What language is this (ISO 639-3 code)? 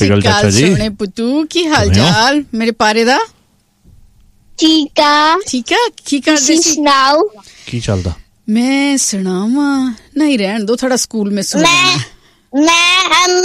pan